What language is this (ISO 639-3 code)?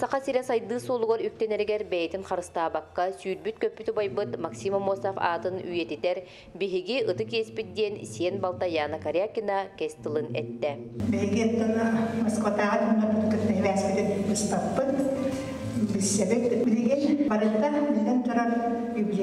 sah